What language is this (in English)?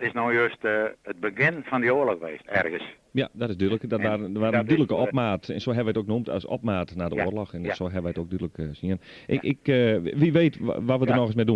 Western Frisian